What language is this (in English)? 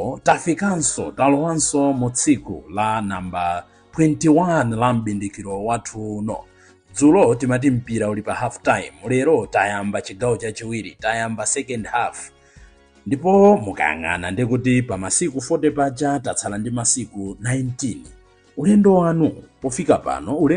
Nyanja